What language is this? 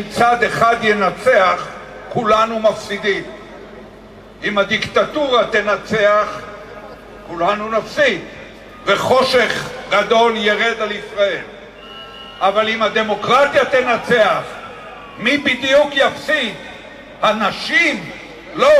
Hebrew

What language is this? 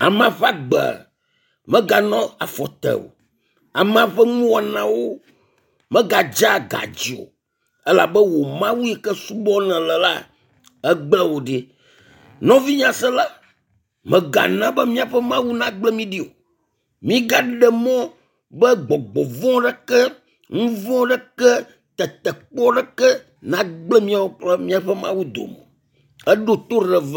Ewe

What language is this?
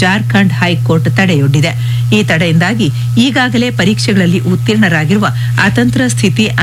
Kannada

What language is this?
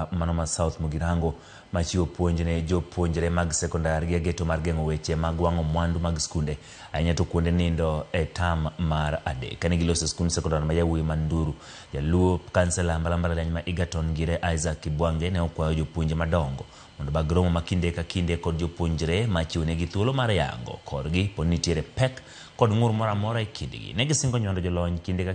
Luo (Kenya and Tanzania)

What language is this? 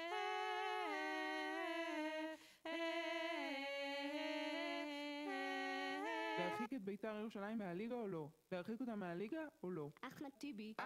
Hebrew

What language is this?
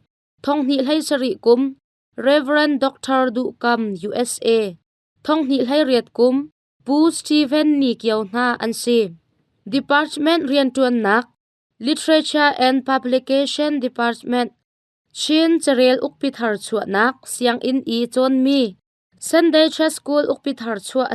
Hakha Chin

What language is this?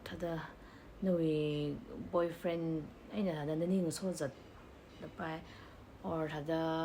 Tangkhul Naga (India)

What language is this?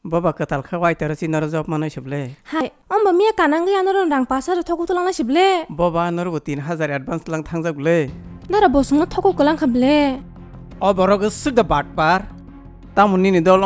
Kok Borok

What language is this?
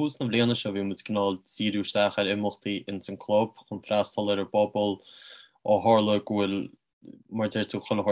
Irish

